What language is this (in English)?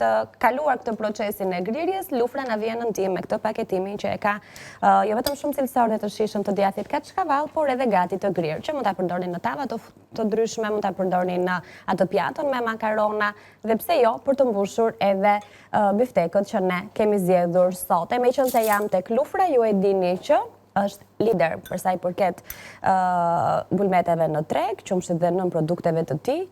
Albanian